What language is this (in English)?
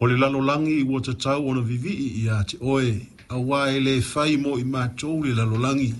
Samoan